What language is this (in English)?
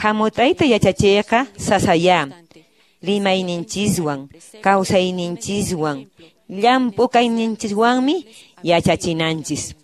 Quechua